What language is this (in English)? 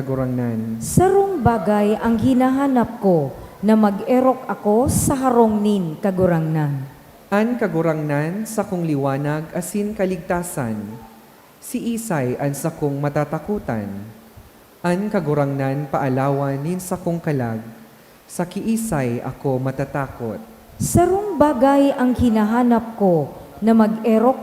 Bikol